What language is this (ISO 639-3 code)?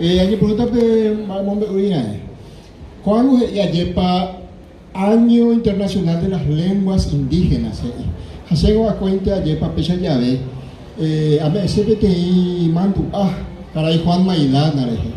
grn